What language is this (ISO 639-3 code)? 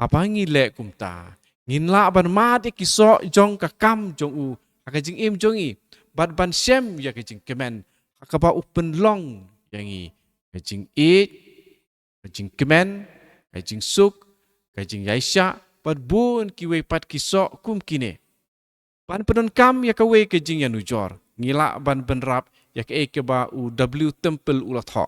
kha